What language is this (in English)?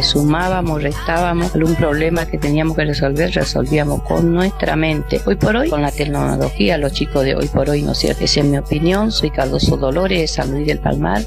Spanish